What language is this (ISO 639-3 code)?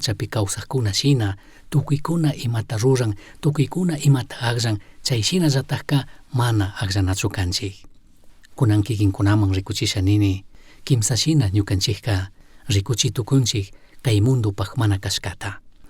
qug